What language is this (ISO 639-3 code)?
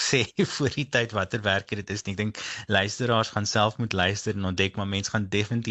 afr